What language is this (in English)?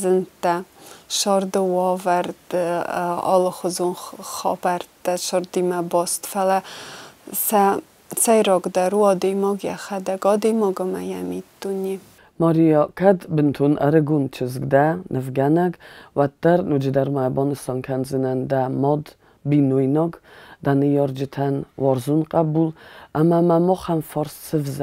Ossetic